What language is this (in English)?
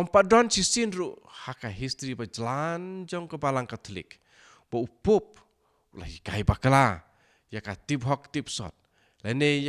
Khasi